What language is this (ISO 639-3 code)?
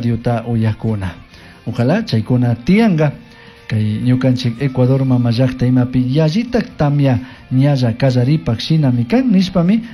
qug